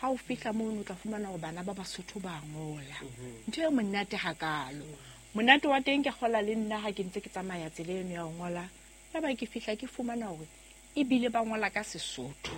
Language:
Southern Sotho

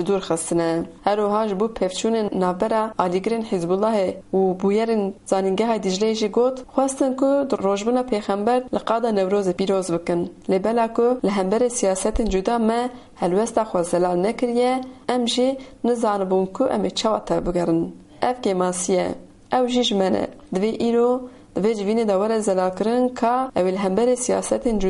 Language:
Kurdish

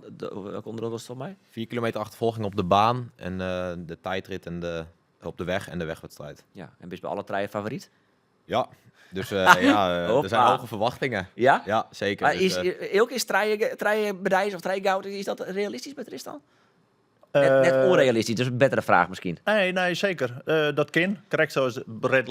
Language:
Western Frisian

